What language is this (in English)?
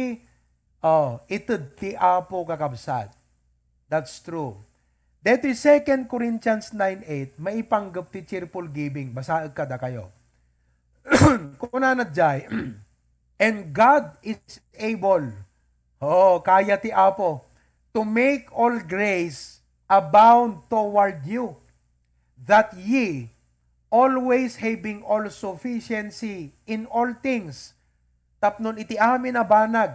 Iloko